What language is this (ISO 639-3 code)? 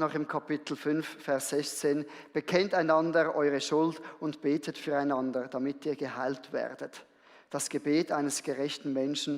gsw